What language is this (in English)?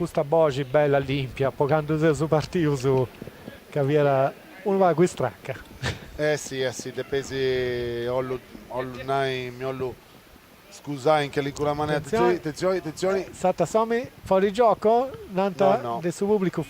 Sardinian